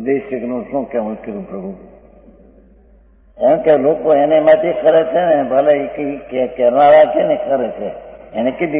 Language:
Gujarati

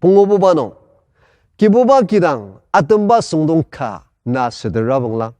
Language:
Ao Naga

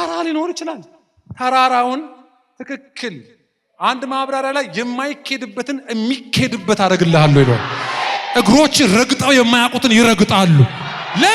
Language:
Amharic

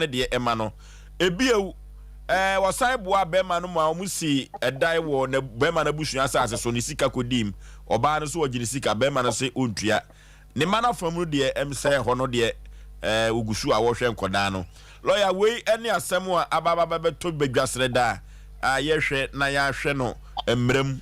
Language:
Akan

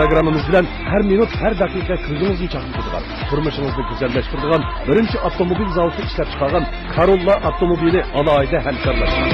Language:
Uyghur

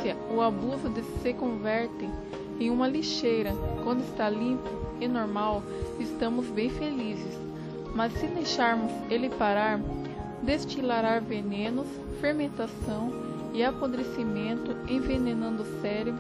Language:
Portuguese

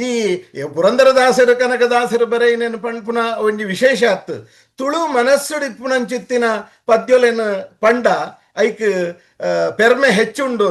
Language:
Tulu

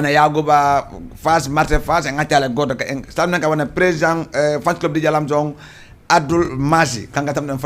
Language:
Fula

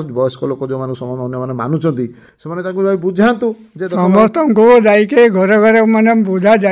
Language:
Odia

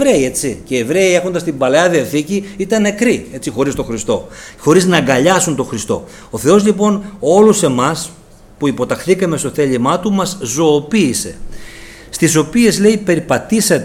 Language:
Greek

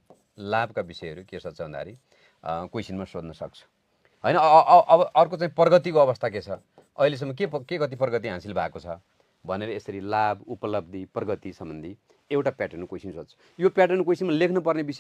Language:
Nepali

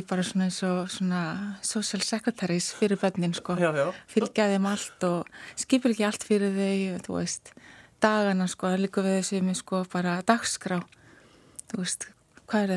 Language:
Icelandic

